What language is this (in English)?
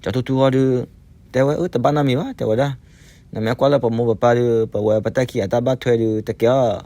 S'gaw Karen